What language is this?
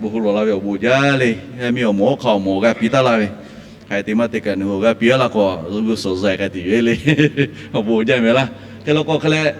Lahu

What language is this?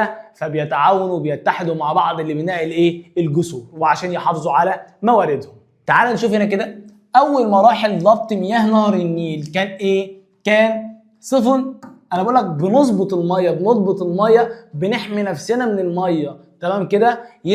Egyptian Arabic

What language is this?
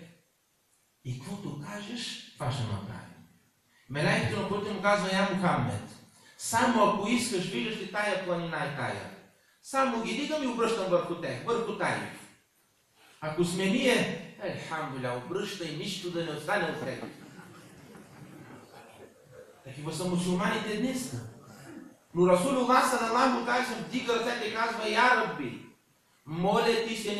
Bulgarian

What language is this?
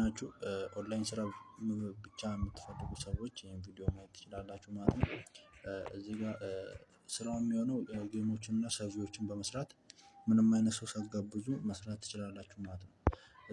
Amharic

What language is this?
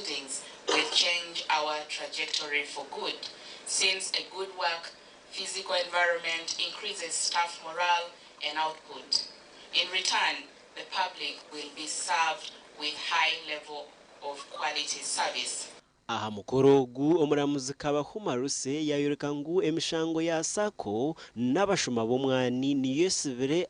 Nyankole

